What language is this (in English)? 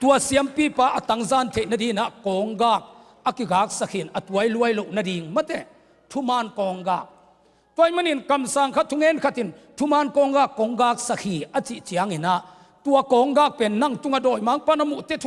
Tedim Chin